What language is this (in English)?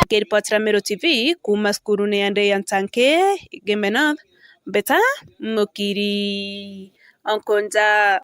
Meru